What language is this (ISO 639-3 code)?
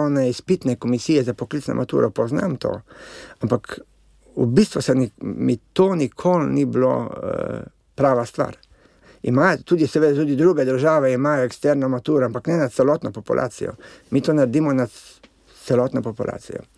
slv